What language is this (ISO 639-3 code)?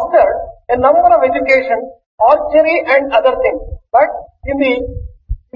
tel